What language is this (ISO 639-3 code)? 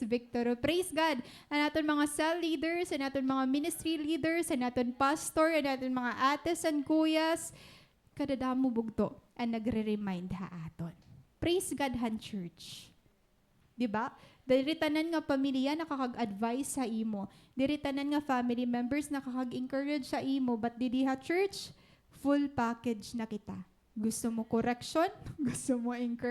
war